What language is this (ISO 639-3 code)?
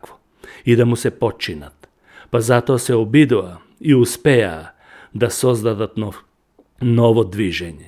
mkd